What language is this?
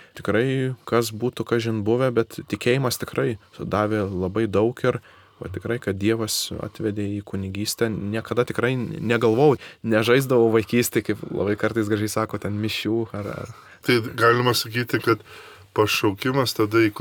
Lithuanian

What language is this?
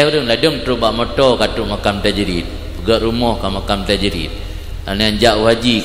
Achinese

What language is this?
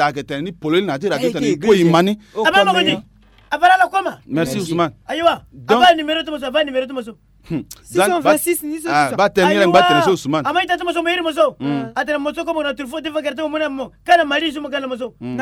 Sango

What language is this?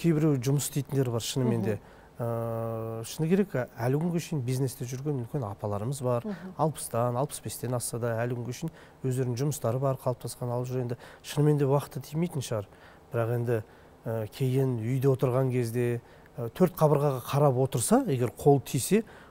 Kazakh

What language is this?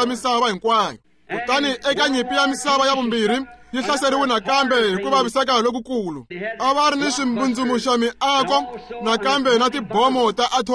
Tsonga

